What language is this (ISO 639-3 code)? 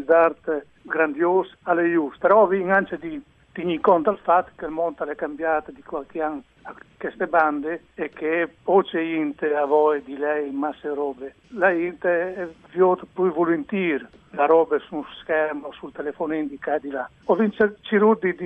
fur